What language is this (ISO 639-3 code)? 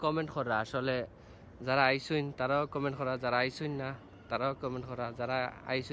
syl